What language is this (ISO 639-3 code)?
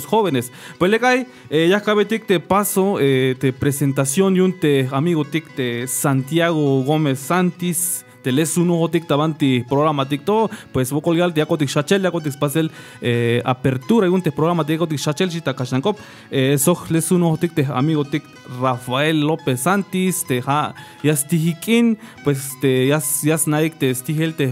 tzh